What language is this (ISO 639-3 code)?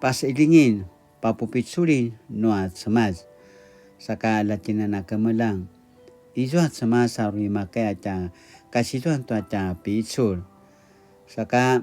pwn